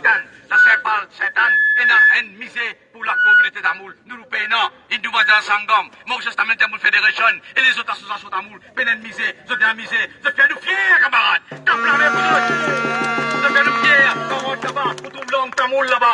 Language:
Morisyen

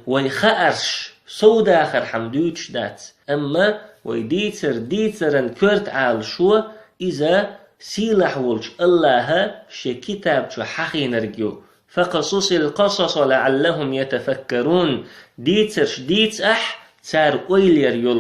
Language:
Chechen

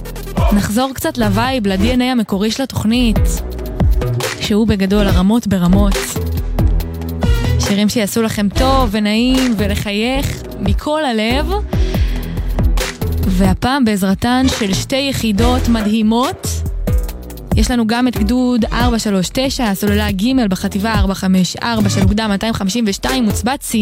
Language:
Hebrew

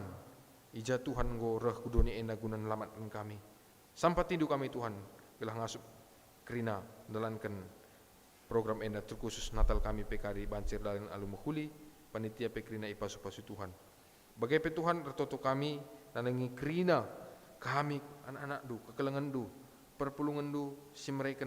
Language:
Batak Karo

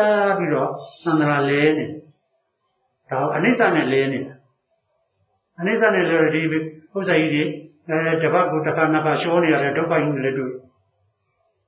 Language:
Burmese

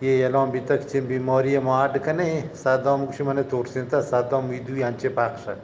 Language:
Eastern Balochi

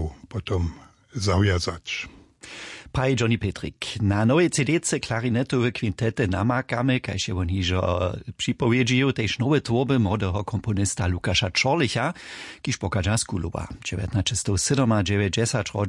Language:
Upper Sorbian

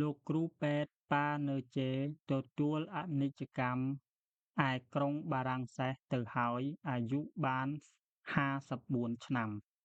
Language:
Khmer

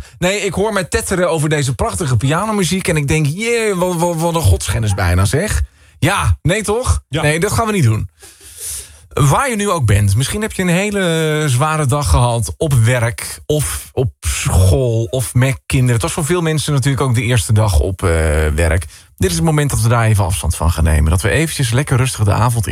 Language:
Dutch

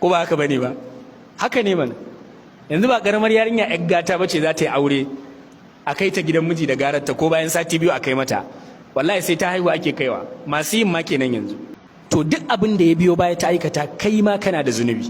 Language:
Hausa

